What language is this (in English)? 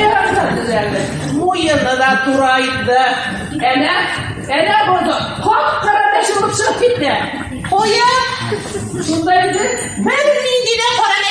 Tatar